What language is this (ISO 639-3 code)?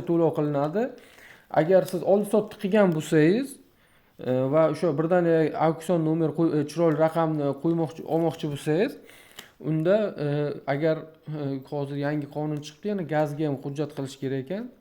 uzb